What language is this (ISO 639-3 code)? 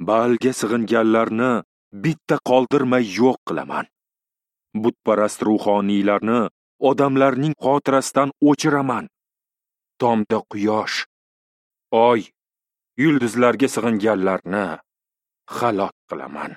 uzb